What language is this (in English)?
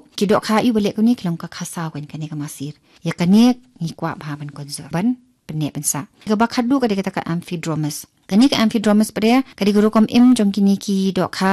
Khasi